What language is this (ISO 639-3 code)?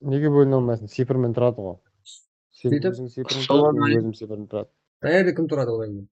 kaa